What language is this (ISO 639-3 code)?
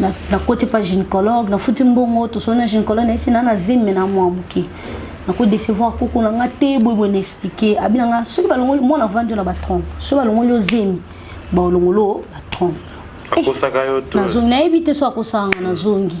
lin